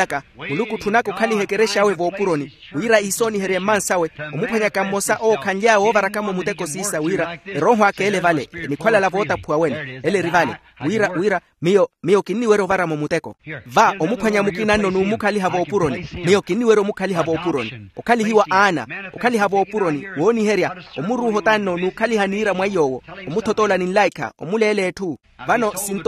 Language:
Makhuwa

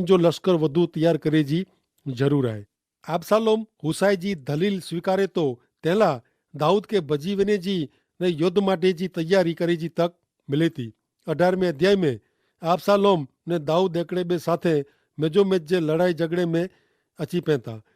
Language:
Kachhi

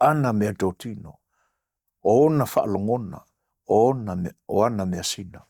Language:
Samoan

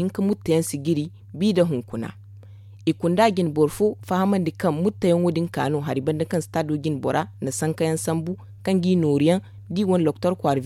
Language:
Zarma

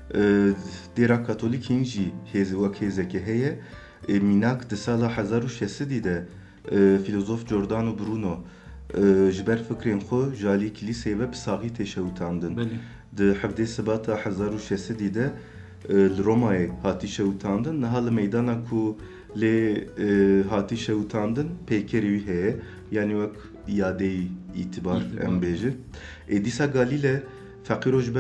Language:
Kurdish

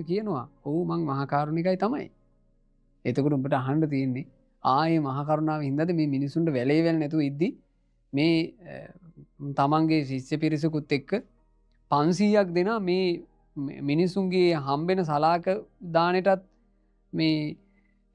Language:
Sinhala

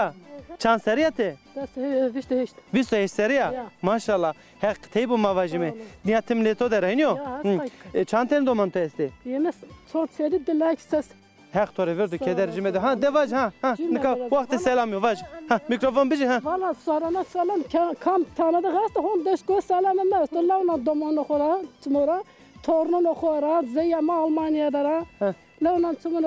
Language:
Zaza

